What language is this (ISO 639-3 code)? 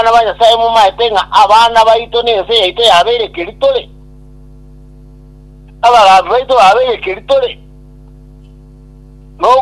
guz